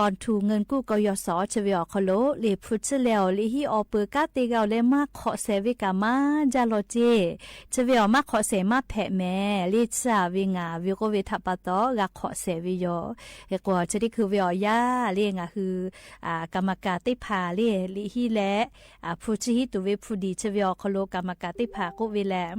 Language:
Lahu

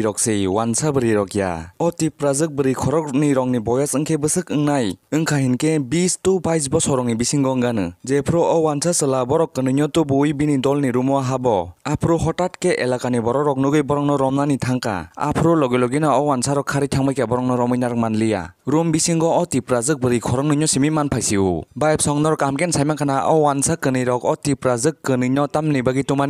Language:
Kok Borok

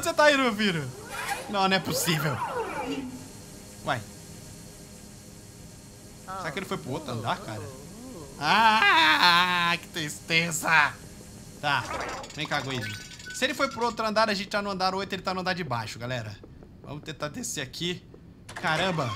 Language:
Portuguese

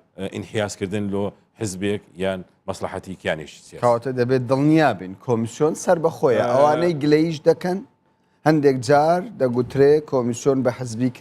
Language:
Central Kurdish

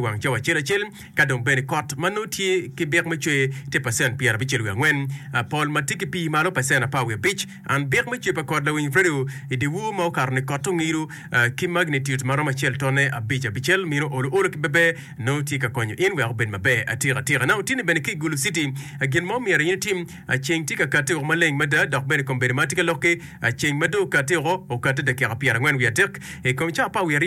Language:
Acoli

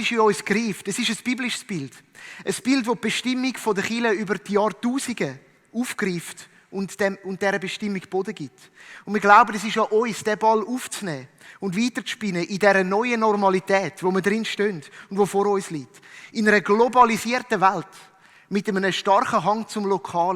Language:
Swiss German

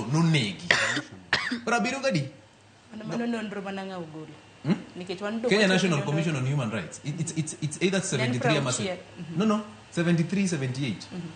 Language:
Luo (Kenya and Tanzania)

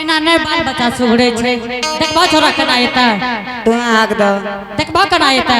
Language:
Angika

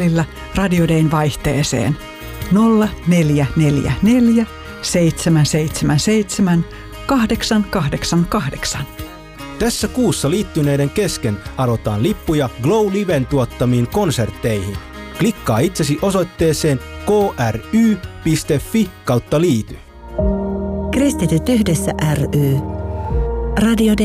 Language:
Finnish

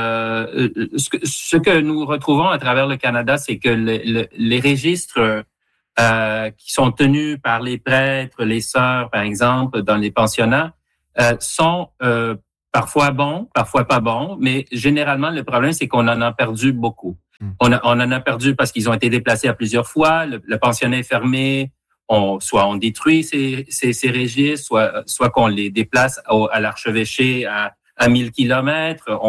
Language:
French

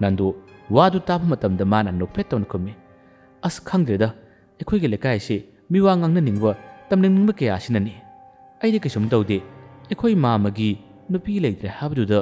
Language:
Manipuri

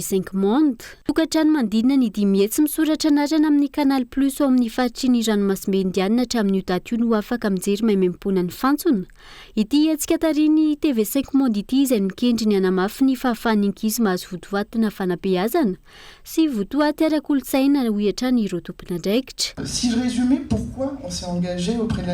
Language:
Malagasy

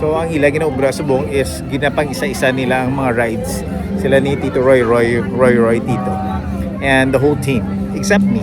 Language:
Hiligaynon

